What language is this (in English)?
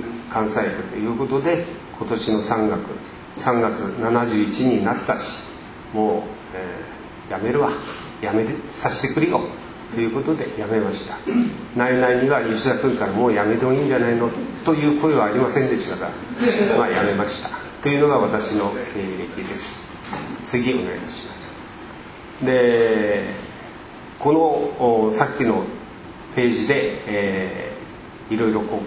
Japanese